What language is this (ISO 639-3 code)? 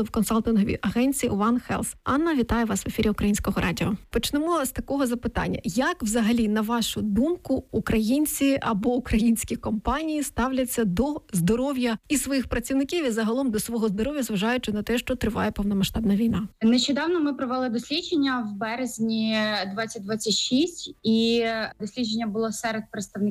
ukr